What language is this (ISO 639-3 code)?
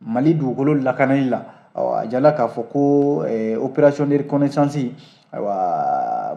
bam